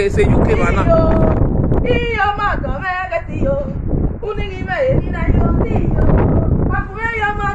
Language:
Nigerian Pidgin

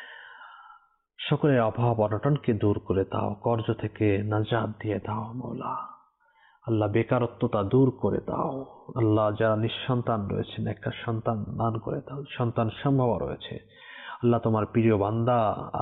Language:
Bangla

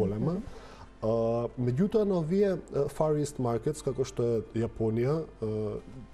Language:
Macedonian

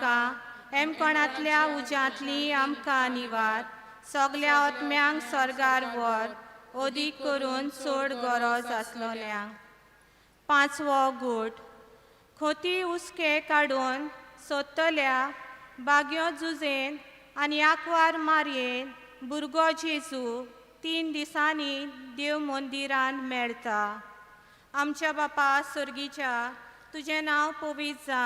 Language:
Konkani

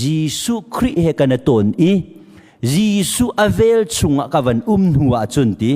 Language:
Hakha Chin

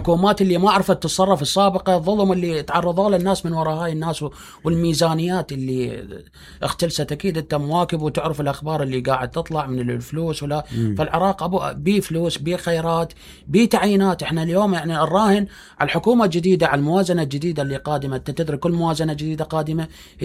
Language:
Mesopotamian Arabic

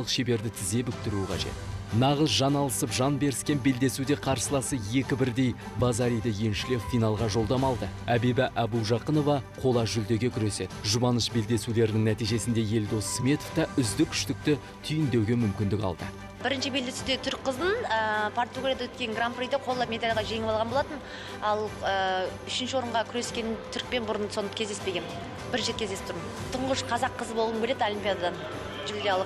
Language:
Kazakh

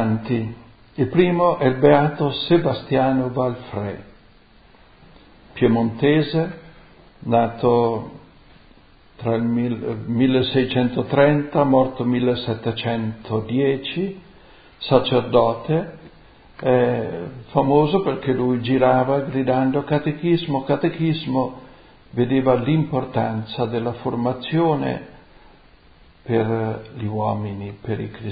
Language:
Italian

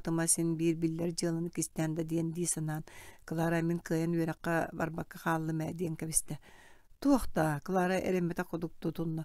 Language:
Yakut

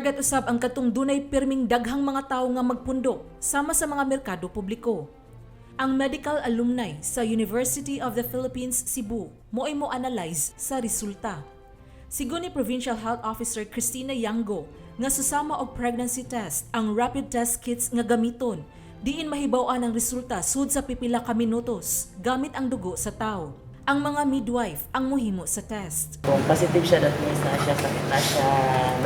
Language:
Cebuano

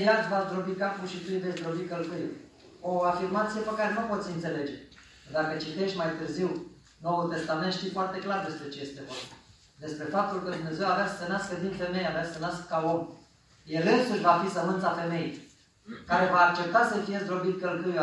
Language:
Romanian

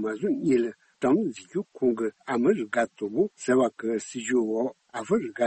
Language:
Tibetan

